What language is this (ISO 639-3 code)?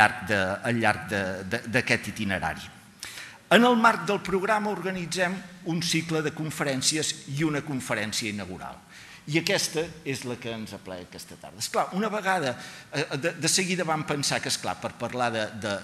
cat